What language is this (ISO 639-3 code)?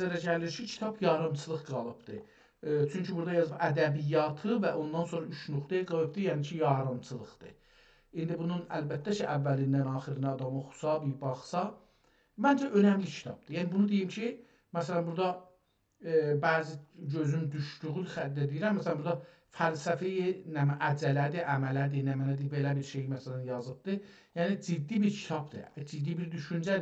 azb